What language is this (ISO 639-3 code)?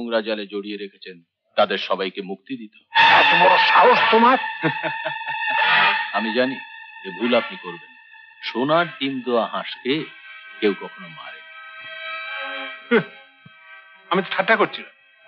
ben